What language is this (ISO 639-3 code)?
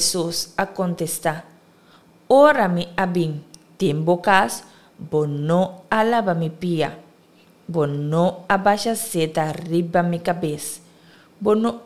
pap